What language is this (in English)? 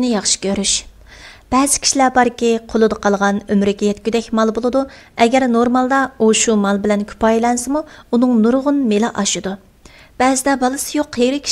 Uyghur